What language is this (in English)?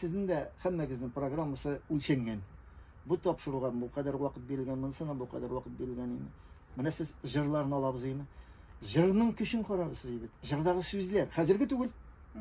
Tatar